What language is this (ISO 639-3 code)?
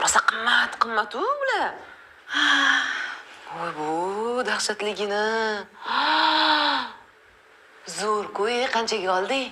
uzb